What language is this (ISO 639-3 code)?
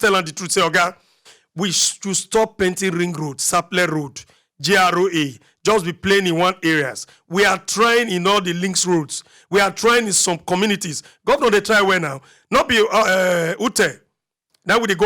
pcm